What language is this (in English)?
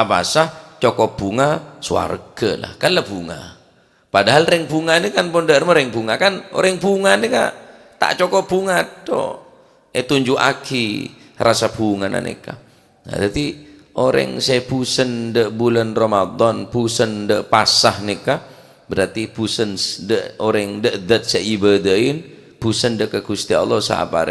Madurese